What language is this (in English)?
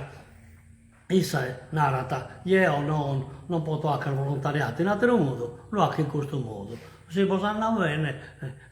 Sardinian